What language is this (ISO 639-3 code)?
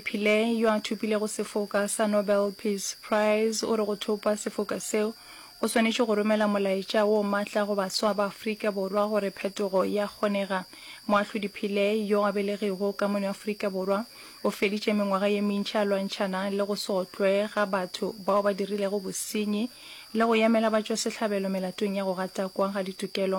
nso